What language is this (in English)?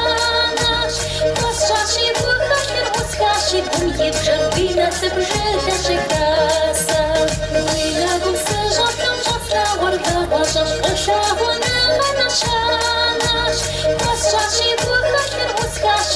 Kabardian